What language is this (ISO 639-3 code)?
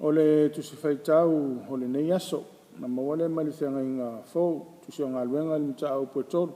smo